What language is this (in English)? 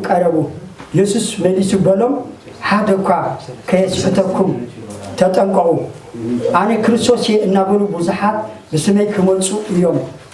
Tigrinya